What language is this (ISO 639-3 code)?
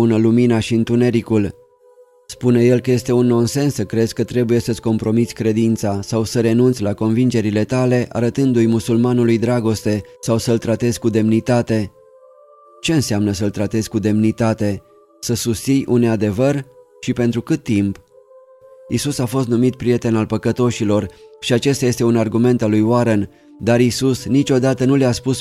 ron